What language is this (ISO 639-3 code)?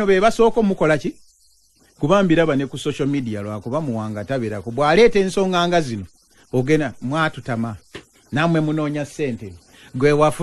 lug